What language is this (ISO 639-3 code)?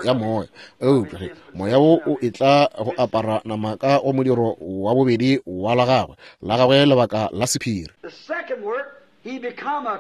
nso